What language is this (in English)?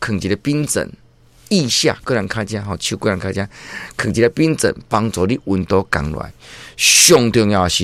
Min Nan Chinese